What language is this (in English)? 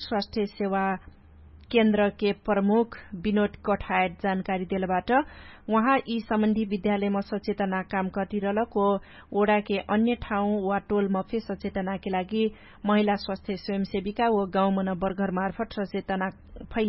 Dangaura Tharu